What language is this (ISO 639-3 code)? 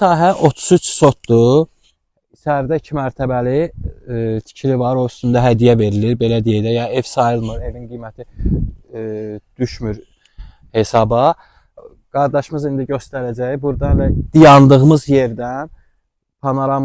aze